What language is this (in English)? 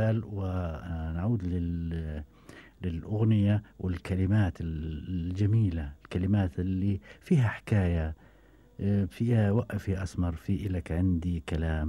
Gulf Arabic